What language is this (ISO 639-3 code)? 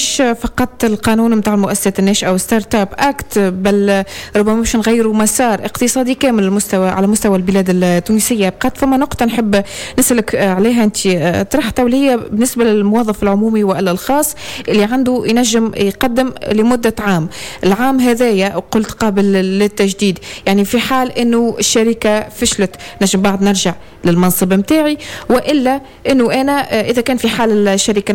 aeb